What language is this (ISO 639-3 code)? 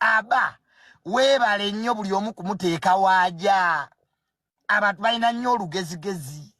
lug